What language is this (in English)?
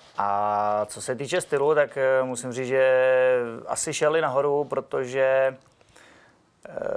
Czech